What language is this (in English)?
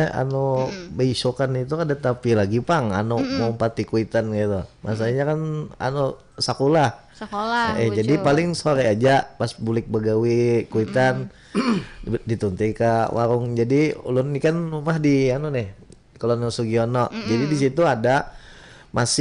Banjar